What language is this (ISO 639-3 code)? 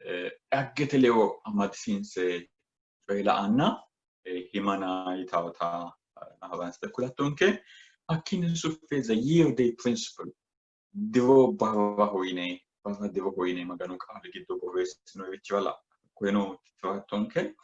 sid